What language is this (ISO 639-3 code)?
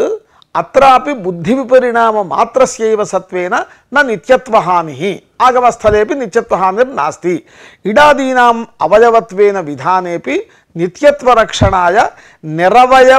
san